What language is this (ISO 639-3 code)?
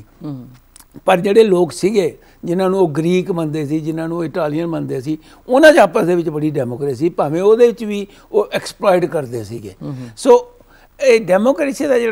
pan